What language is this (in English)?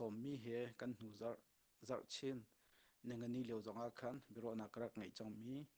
Hakha Chin